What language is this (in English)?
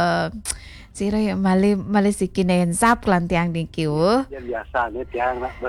Balinese